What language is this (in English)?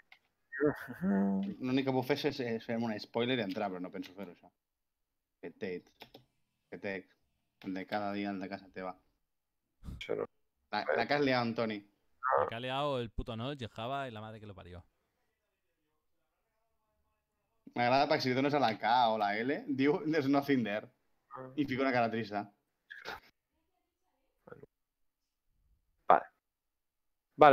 Catalan